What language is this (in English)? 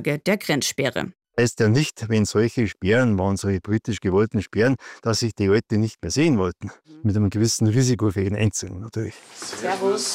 German